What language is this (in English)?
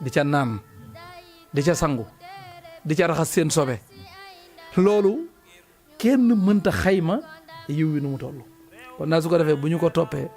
Wolof